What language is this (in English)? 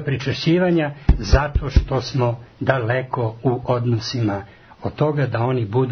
Serbian